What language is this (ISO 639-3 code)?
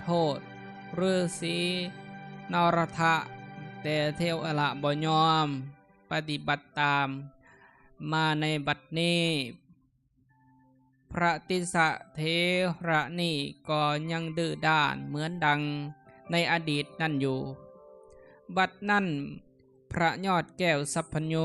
lao